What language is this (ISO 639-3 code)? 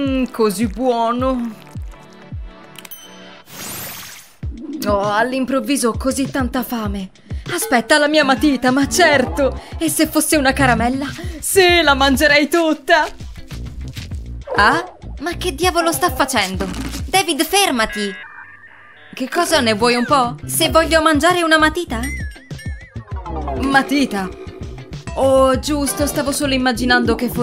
ita